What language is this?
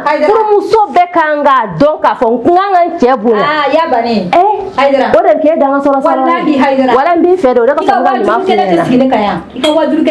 Bambara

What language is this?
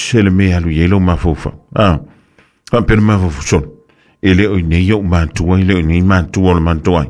Samoan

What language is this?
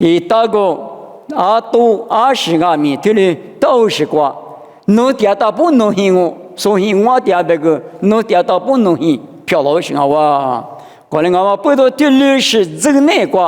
Lisu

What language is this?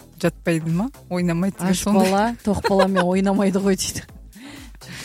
Kazakh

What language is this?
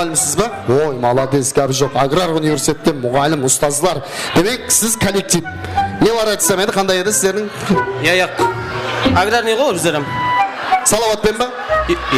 Kara-Kalpak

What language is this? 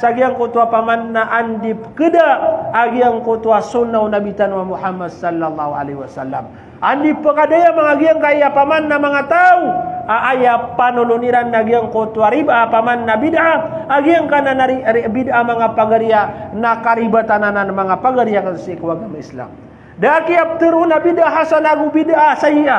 Maranao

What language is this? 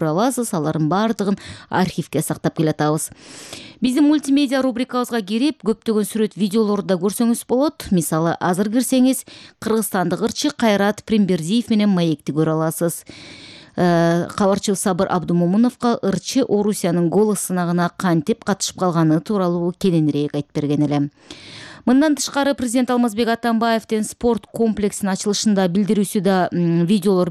Kyrgyz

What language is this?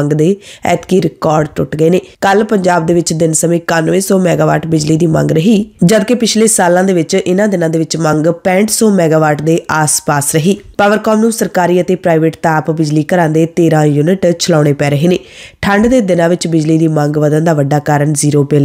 Punjabi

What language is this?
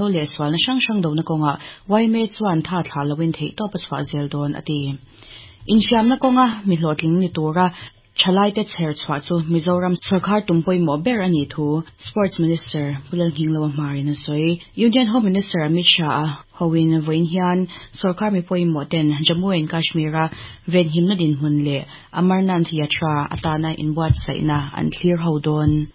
Mizo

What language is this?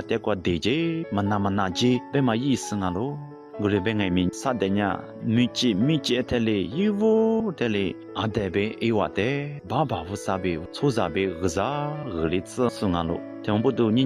Lisu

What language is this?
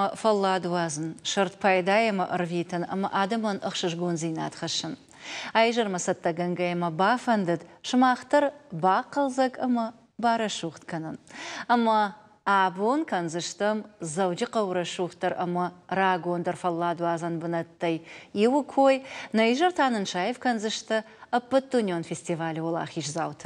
Ossetic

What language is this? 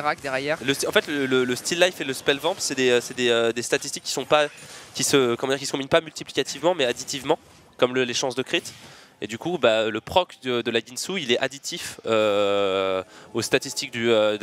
French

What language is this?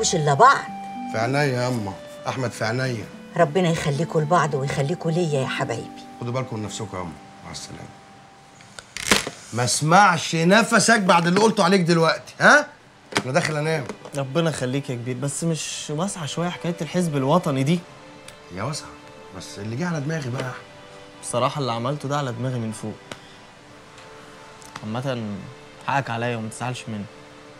Egyptian Arabic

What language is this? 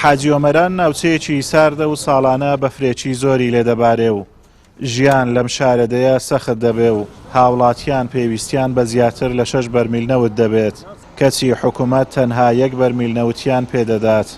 Central Kurdish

